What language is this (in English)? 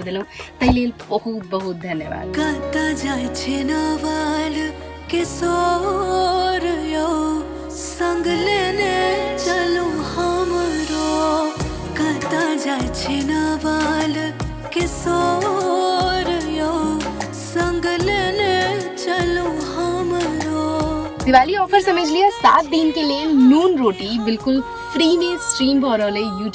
Maithili